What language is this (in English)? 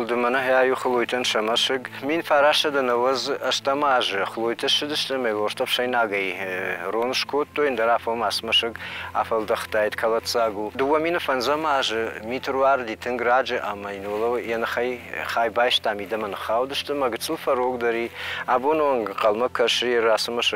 Ossetic